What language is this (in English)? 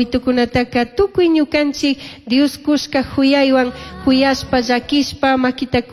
Chimborazo Highland Quichua